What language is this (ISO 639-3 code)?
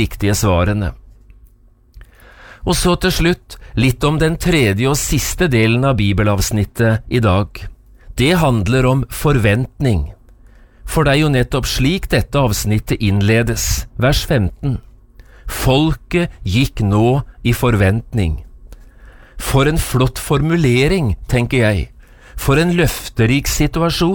nor